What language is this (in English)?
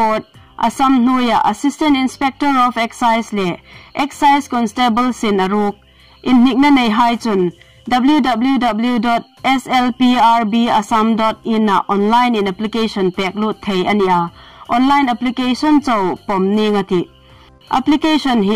Hmar